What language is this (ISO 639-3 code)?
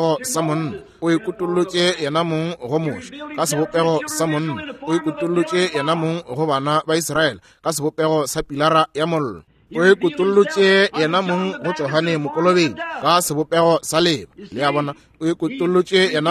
nso